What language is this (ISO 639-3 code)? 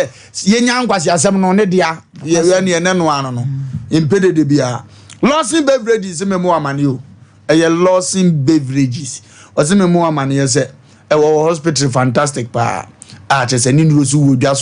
aka